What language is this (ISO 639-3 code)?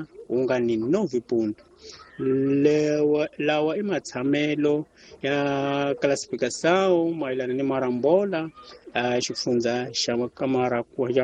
tso